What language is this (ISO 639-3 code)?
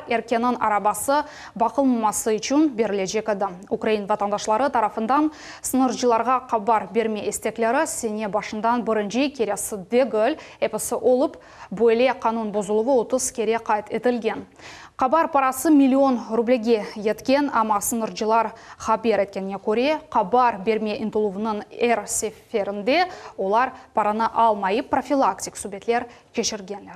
crh